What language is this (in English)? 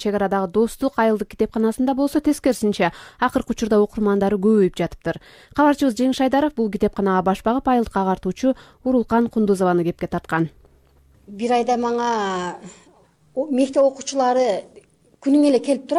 Kyrgyz